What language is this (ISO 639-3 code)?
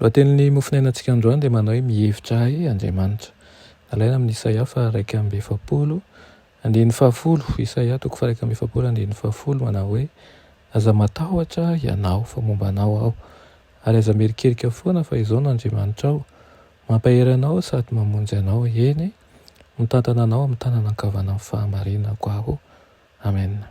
mlg